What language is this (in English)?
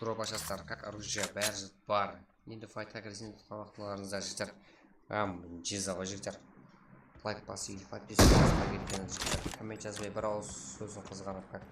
Kara-Kalpak